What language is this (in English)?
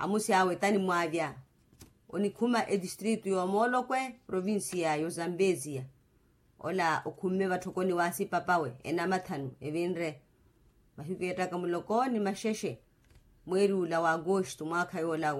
Makhuwa